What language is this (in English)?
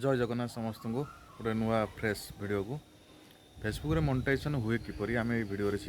Odia